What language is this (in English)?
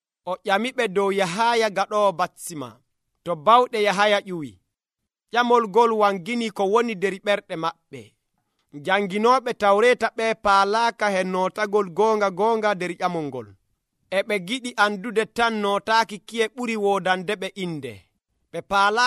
Nigerian Fulfulde